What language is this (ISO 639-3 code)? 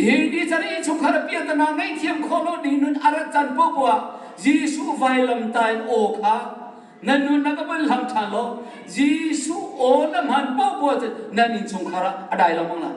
cnh